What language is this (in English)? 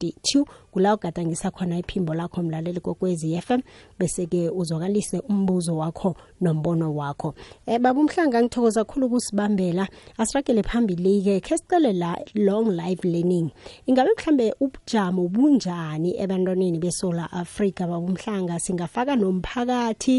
South Ndebele